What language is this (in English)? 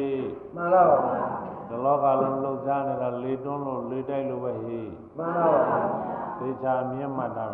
Burmese